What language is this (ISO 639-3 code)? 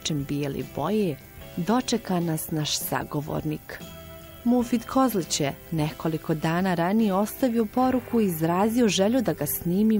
bos